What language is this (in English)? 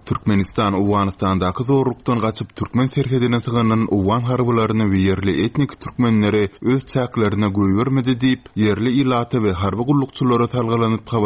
Turkmen